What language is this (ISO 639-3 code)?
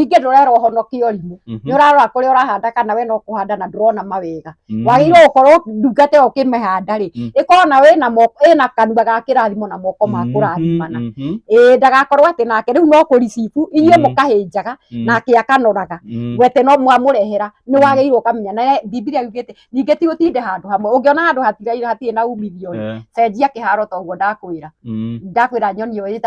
kik